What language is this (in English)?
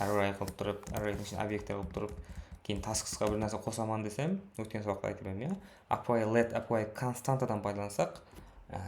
Kara-Kalpak